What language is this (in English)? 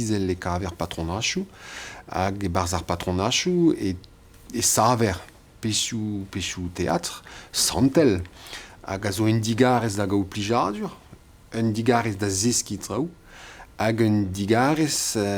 Breton